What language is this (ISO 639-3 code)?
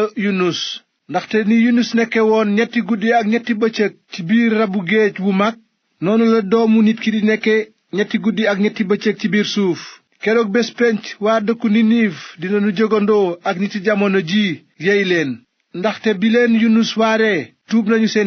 wol